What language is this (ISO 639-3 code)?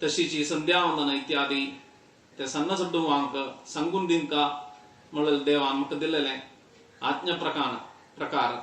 kok